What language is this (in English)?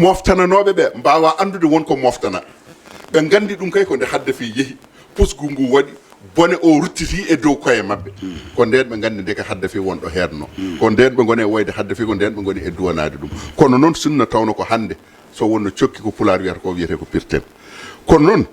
Fula